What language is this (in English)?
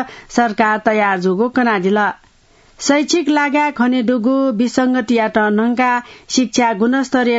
Newari